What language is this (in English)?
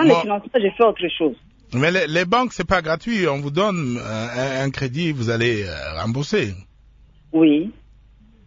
French